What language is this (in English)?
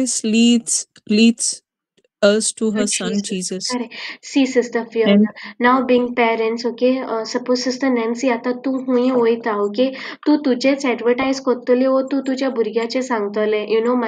Konkani